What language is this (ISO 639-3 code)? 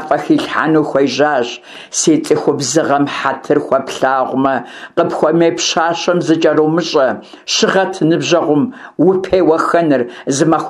kbd